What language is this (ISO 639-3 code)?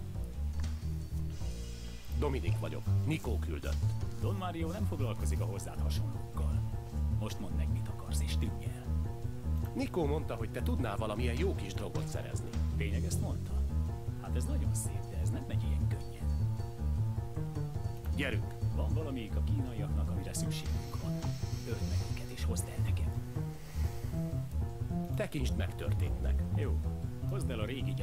hun